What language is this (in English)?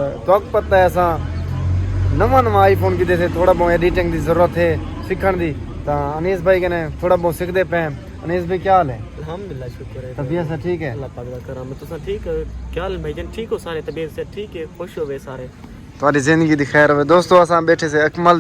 Saraiki